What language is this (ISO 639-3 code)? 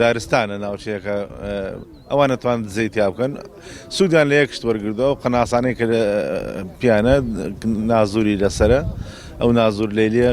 ckb